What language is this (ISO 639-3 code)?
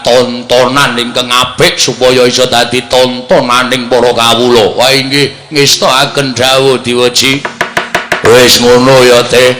jav